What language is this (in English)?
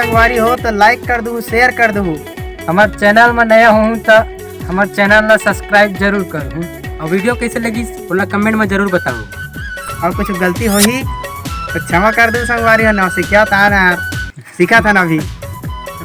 Chhattisgarhi